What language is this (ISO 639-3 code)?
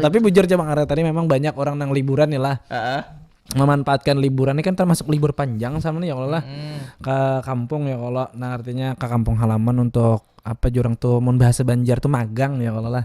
bjn